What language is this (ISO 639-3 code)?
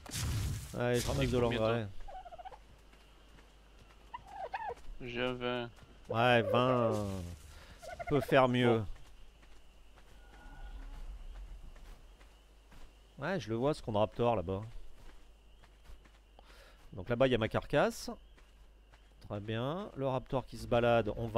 fra